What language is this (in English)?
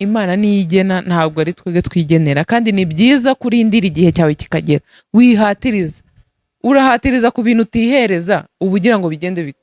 Kinyarwanda